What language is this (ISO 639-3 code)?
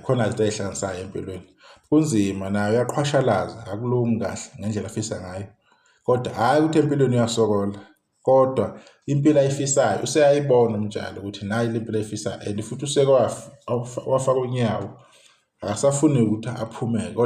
zul